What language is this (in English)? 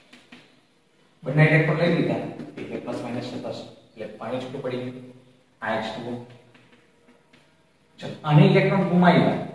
Gujarati